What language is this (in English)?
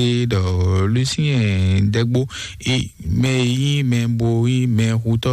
Fon